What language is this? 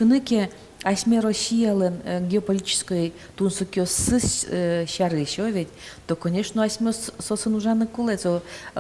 Udmurt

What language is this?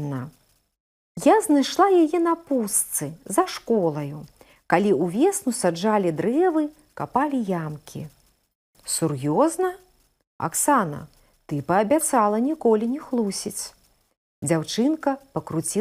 Belarusian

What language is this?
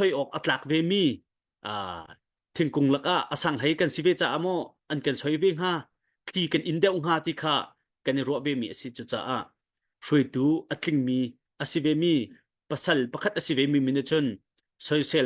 Hakha Chin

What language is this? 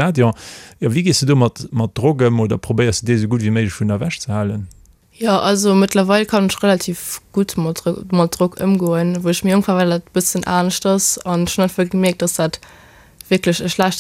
Luxembourgish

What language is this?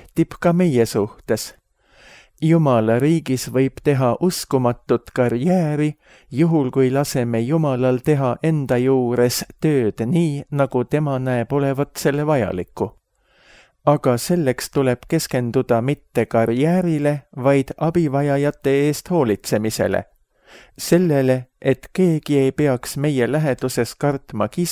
Estonian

